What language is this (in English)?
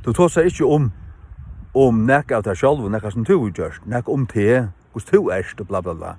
Faroese